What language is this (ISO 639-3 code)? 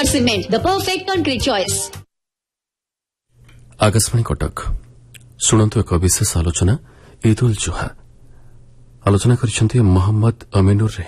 ori